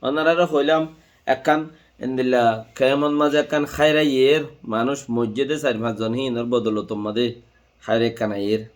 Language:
Rohingya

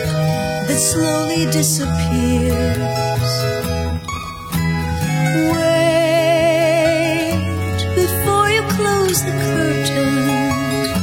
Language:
Italian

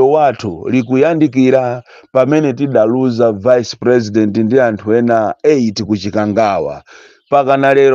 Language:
Nyanja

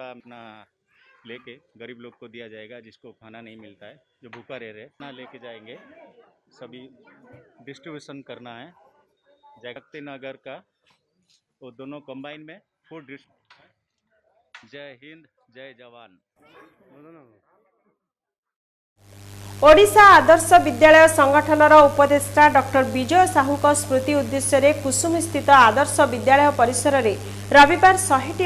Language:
Odia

